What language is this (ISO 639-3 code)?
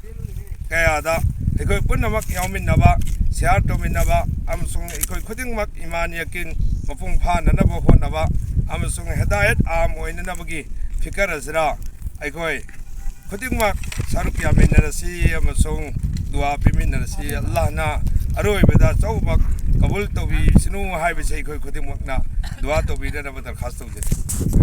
mni